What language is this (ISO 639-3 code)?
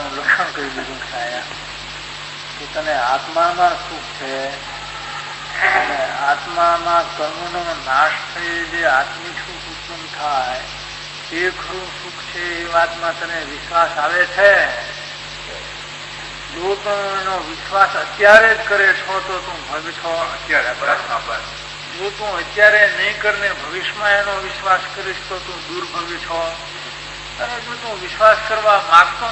guj